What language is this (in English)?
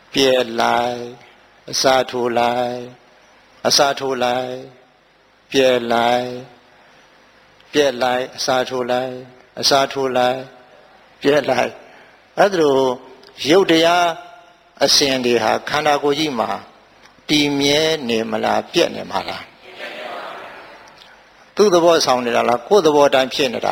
Burmese